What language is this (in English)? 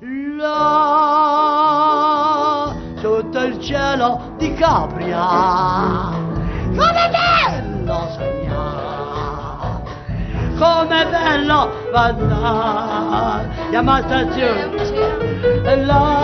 Neapolitan